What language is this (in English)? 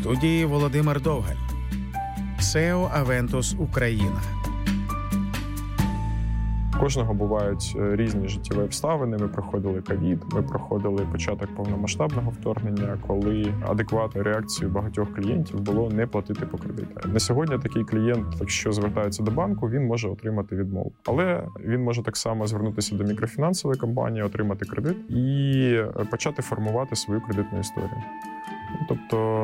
Ukrainian